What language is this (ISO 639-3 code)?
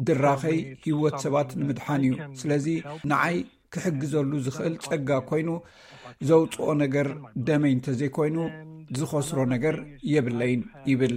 tir